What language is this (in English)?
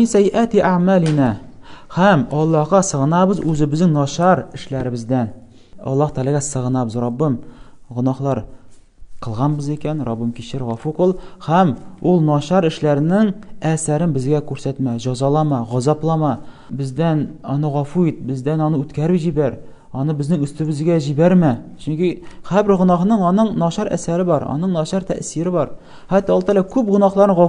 Tatar